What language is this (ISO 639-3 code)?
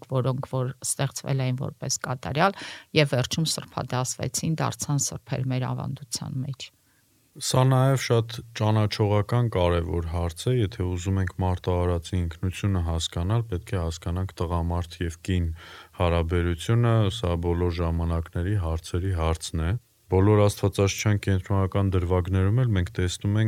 hye